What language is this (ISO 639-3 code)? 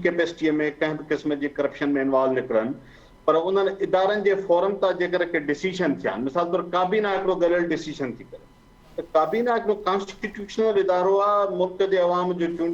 snd